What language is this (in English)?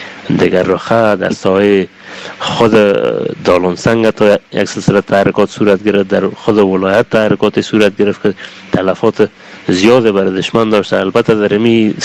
Persian